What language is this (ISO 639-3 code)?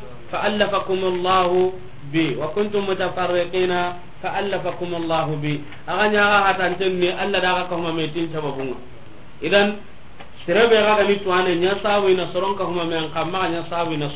snk